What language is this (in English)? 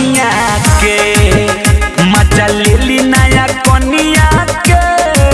Bhojpuri